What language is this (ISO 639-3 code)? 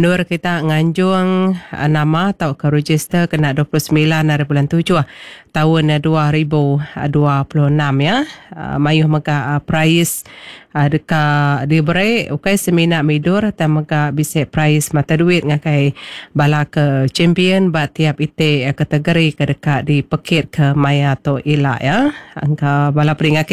iba